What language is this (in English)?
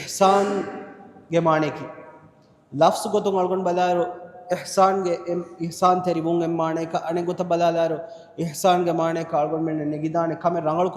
Divehi